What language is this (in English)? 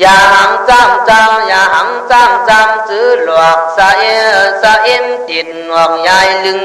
Khün